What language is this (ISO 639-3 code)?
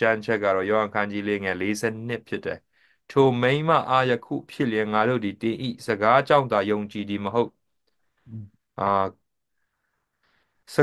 mya